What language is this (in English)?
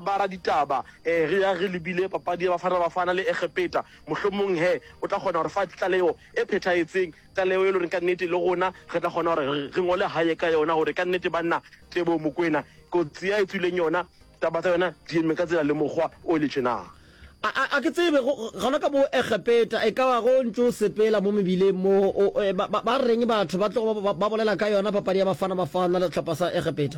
Northern Sotho